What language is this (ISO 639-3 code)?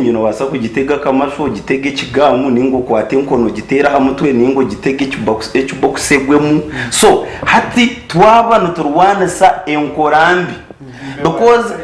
nyn